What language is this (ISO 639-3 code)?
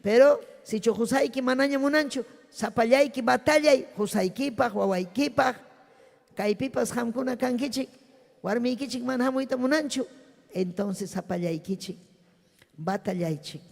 quy